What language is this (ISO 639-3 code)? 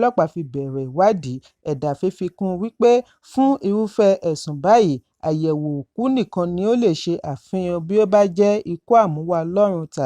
yor